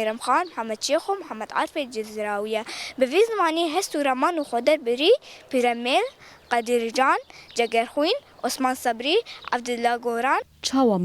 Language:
Kurdish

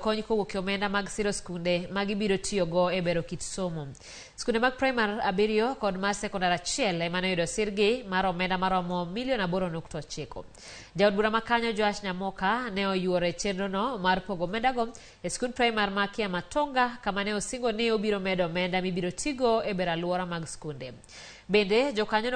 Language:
Luo (Kenya and Tanzania)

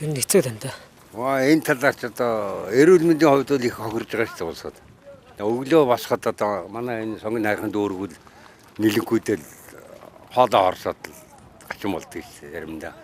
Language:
Mongolian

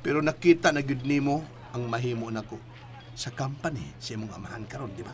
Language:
Cebuano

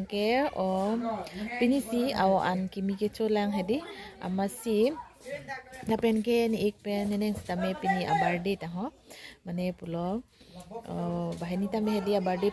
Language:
Karbi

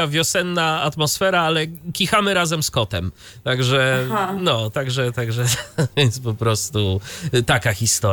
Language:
Polish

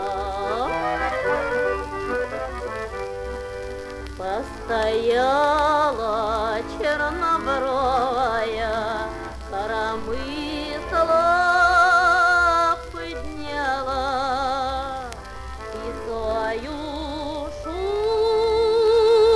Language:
Russian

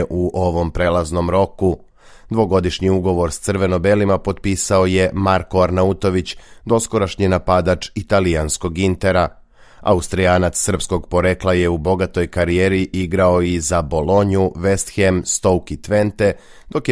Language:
Serbian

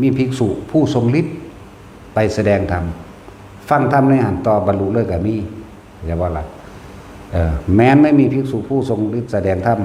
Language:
Northeastern Thai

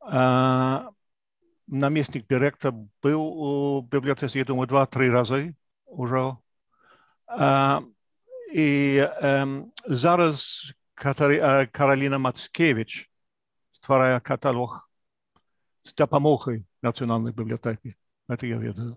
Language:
Belarusian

